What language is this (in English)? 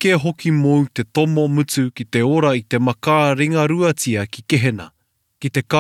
Māori